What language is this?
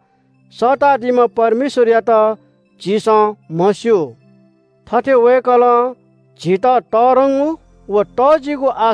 Newari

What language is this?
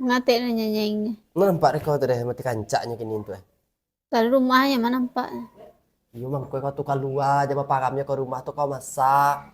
Minangkabau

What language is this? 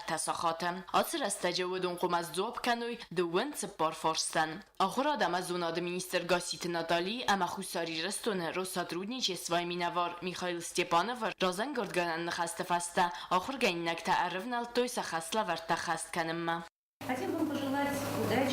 Ossetic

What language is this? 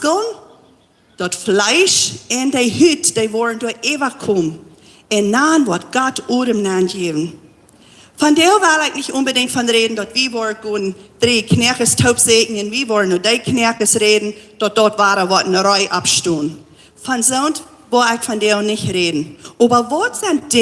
Plautdietsch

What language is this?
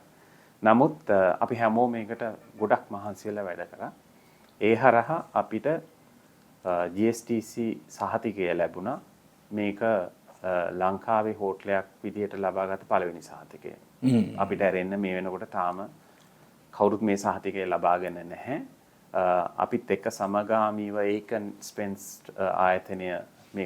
Sinhala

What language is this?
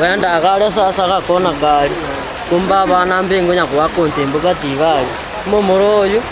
Gusii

